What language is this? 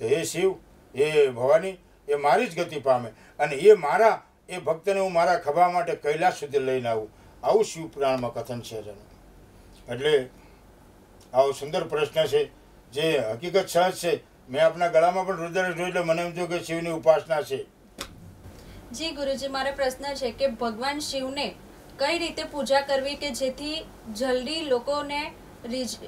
Gujarati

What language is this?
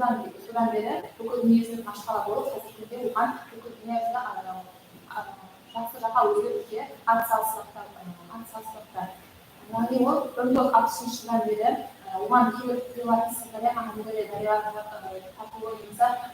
Kara-Kalpak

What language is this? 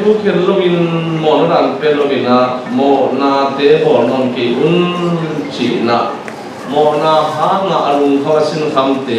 Tedim Chin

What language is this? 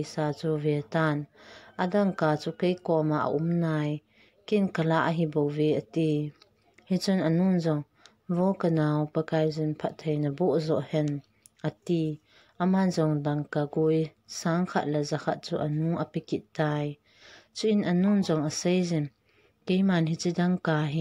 Thado Chin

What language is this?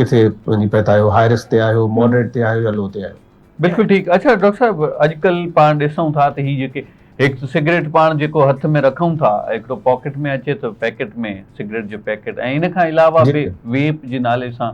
Sindhi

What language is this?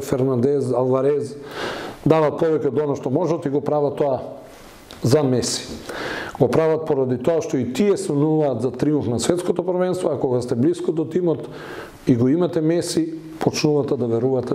Macedonian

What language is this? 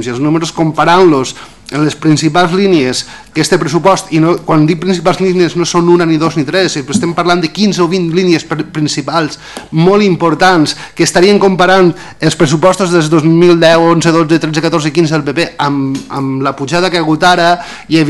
Catalan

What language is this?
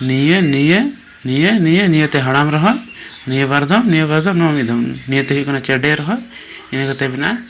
Santali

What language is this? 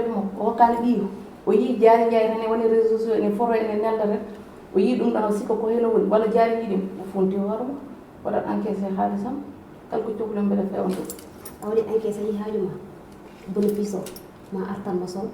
Fula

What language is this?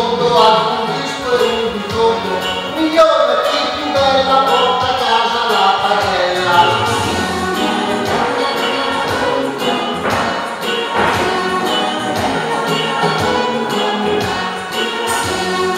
Italian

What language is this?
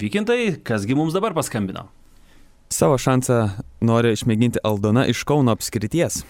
Lithuanian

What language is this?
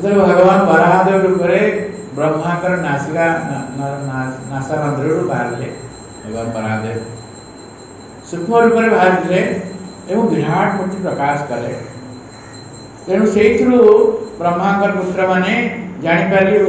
Odia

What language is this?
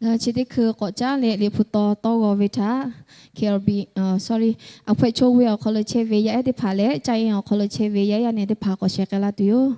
Lahu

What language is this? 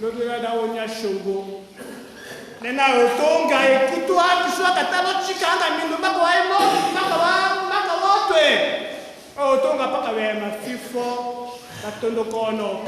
Tetela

